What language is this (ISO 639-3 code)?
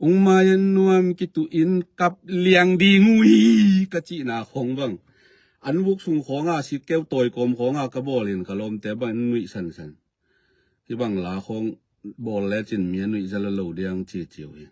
ctd